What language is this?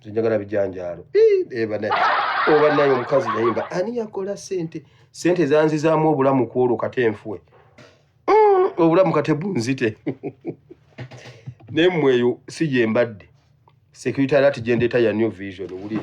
Ganda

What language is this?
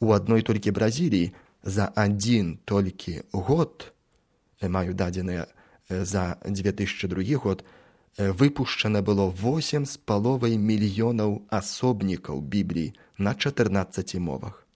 Belarusian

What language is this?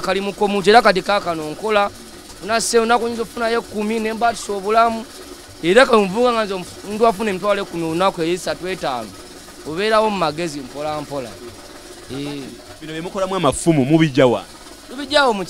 Ganda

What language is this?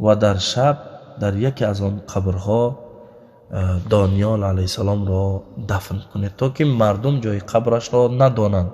Tajik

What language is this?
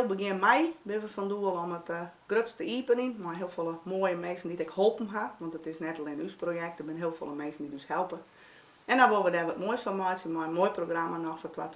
Western Frisian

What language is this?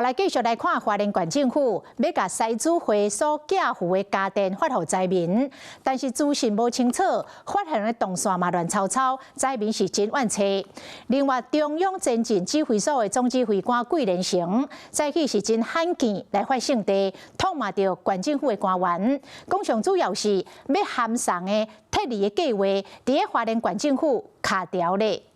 Min Nan Chinese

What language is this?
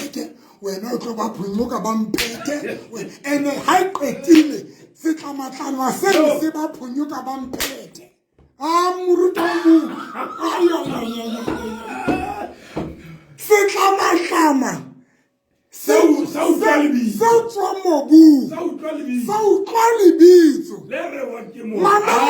Southern Sotho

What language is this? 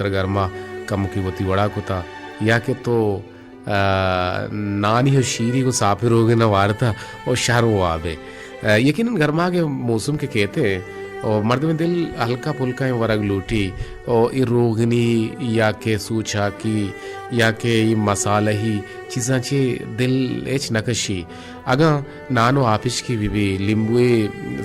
Baluchi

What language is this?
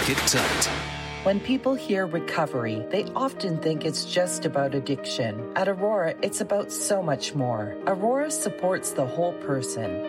English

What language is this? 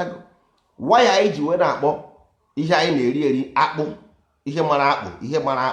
Igbo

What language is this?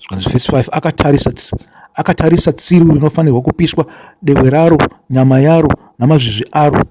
Shona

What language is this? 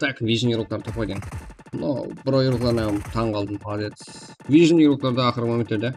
Kara-Kalpak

